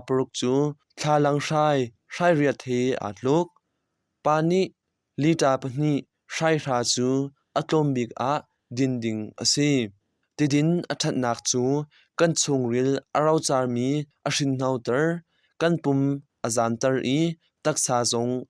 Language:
Hakha Chin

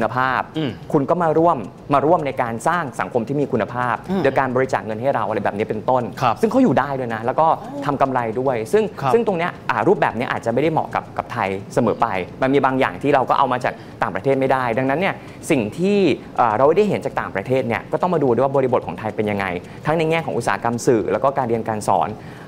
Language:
Thai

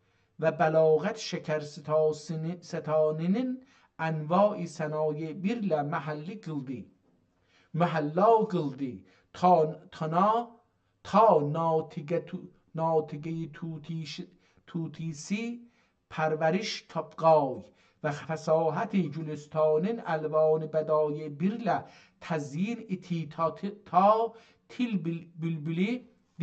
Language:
South Azerbaijani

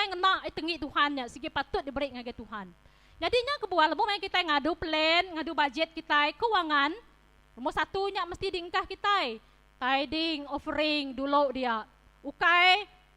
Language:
Iban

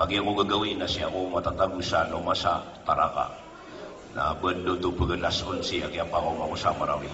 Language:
Maranao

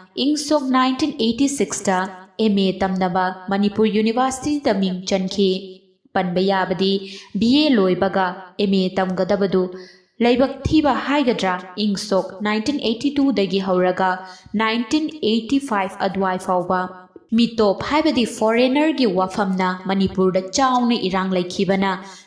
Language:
Manipuri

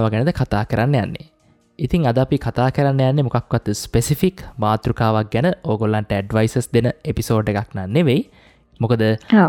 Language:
Sinhala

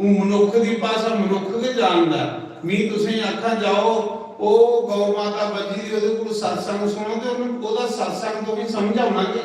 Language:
Dogri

